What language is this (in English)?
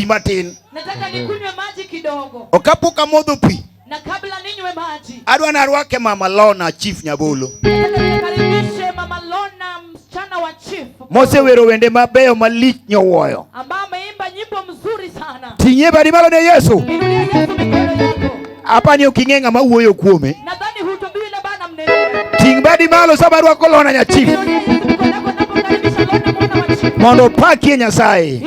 Luo (Kenya and Tanzania)